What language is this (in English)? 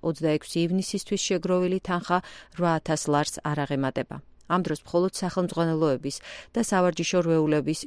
Georgian